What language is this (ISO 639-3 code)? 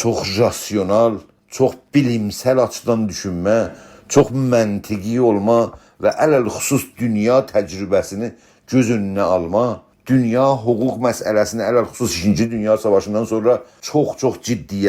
azb